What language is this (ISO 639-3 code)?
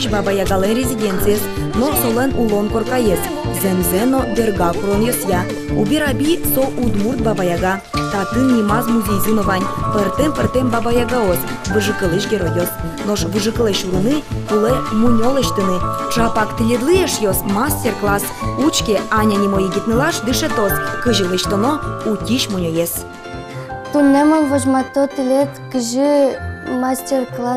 udm